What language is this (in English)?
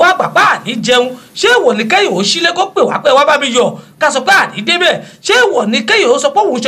Yoruba